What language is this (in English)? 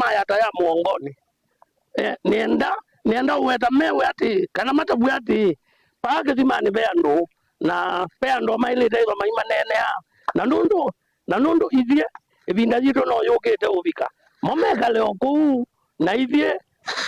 Kamba